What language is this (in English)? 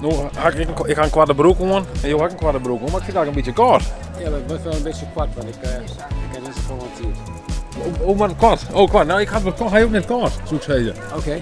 Western Frisian